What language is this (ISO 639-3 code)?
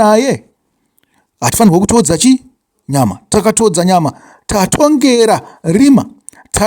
sna